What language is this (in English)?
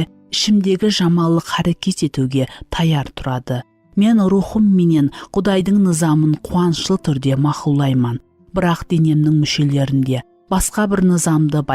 Kara-Kalpak